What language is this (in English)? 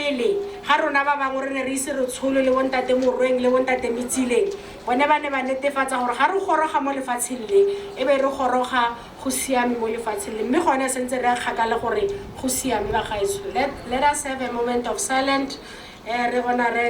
Tswana